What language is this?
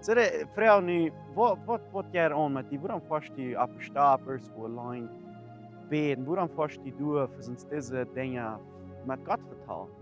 Plautdietsch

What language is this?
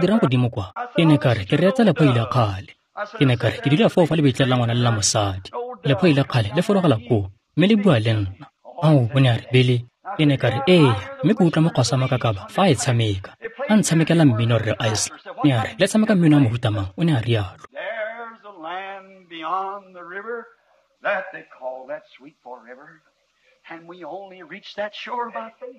Tswana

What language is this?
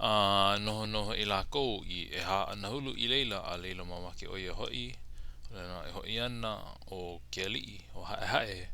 Hawaiian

